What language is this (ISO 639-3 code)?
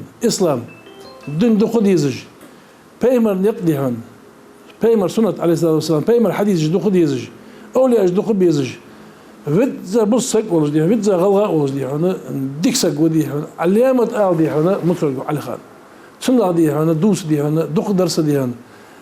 inh